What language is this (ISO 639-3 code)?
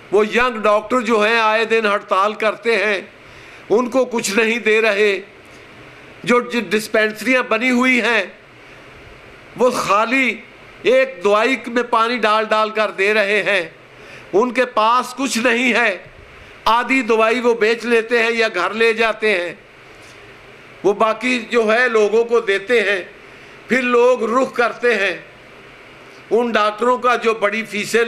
urd